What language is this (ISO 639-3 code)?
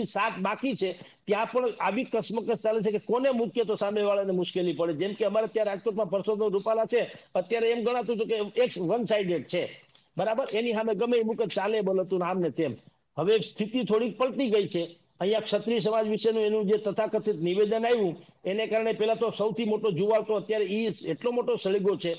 guj